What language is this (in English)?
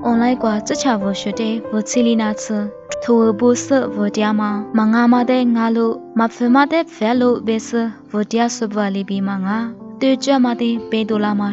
Lisu